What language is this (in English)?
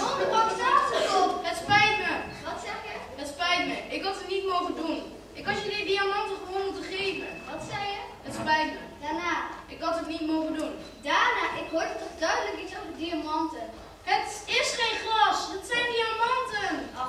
Dutch